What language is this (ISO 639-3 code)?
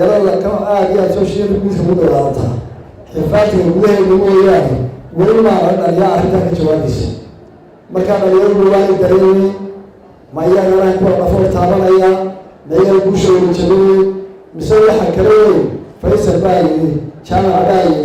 som